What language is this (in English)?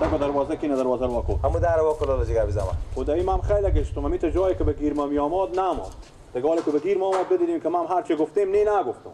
Persian